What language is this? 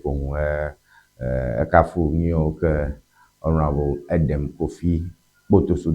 Ewe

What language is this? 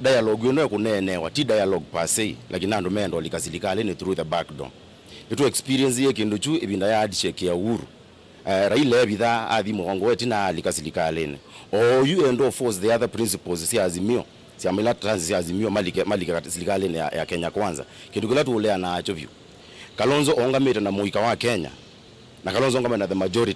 Kamba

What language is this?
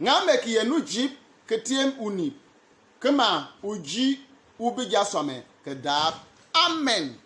Bimoba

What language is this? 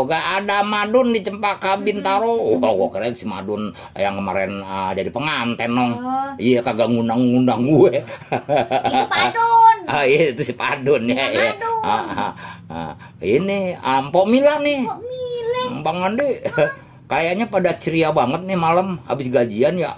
Betawi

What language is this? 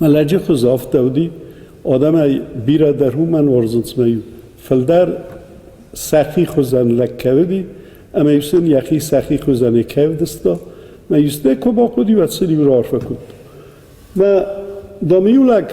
Ossetic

